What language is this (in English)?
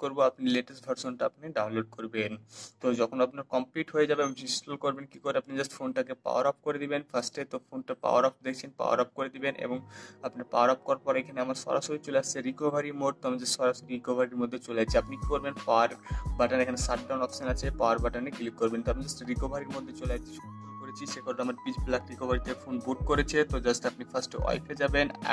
Bangla